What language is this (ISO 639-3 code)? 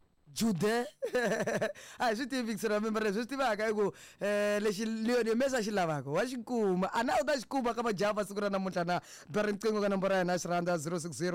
tso